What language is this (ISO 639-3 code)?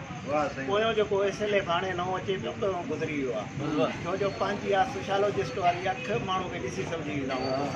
snd